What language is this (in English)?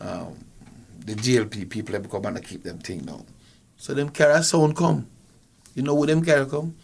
Jamaican Creole English